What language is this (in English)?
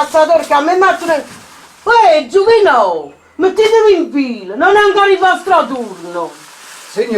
Neapolitan